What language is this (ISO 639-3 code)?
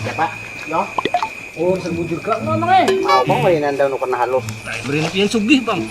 bjn